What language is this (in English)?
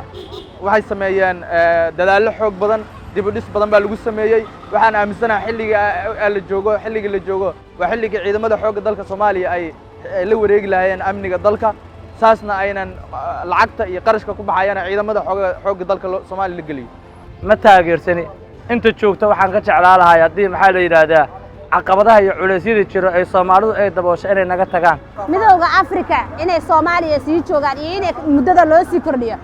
Somali